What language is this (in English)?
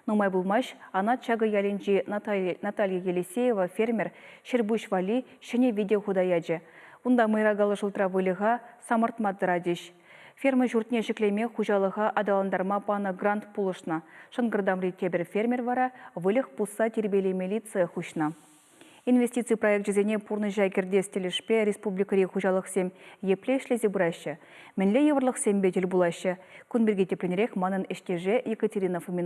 Chuvash